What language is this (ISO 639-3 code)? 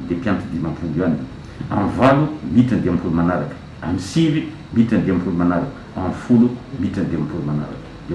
mlg